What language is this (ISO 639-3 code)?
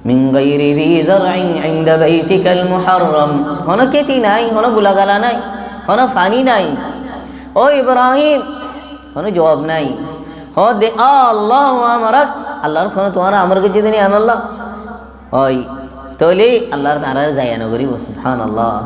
rhg